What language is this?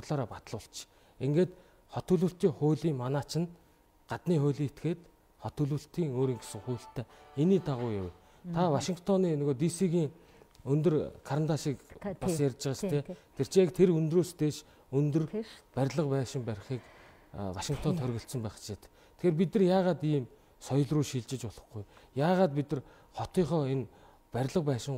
Mongolian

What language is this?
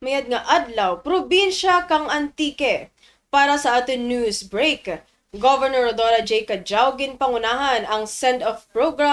Kinaray-a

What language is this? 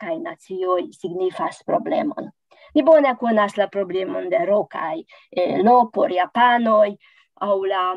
Esperanto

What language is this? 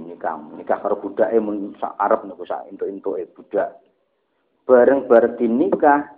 Javanese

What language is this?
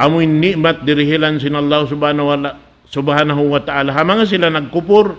Tausug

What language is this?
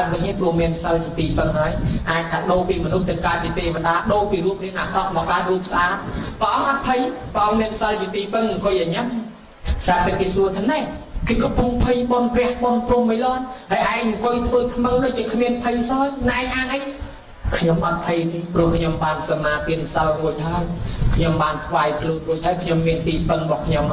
Khmer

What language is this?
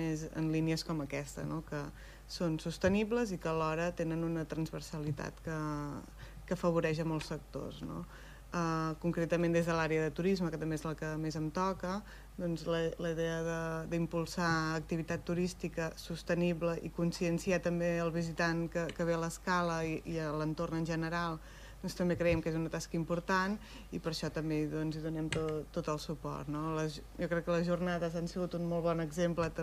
Catalan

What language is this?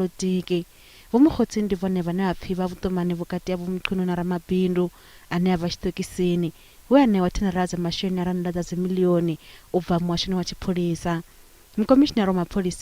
Venda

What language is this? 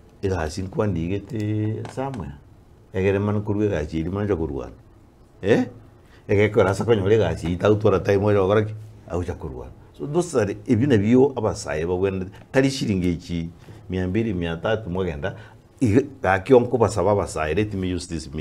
Gusii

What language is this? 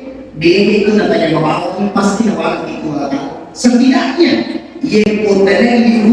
Buginese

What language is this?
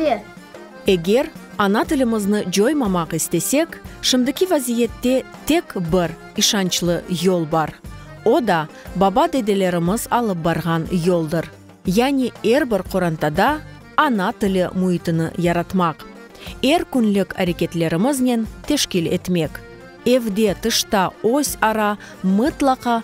Crimean Tatar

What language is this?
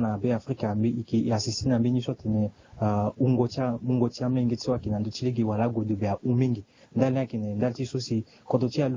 Sango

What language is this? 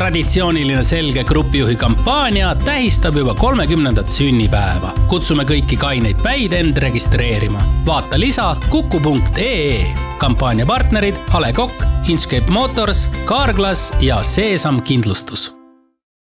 Estonian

